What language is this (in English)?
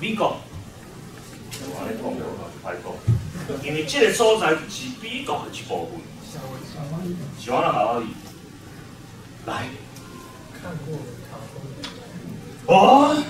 Min Nan Chinese